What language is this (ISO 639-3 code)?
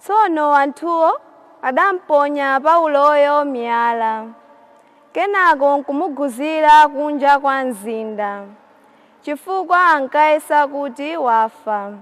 nya